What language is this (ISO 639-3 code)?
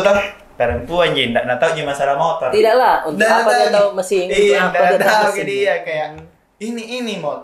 mfp